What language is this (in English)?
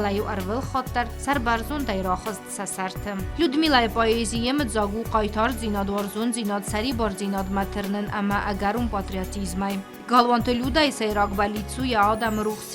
Ossetic